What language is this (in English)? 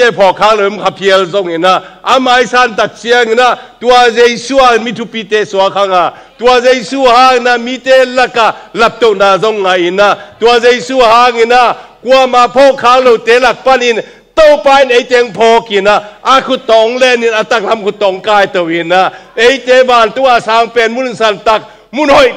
Tedim Chin